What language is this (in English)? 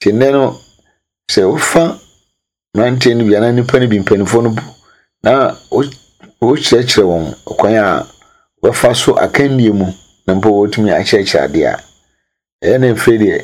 Akan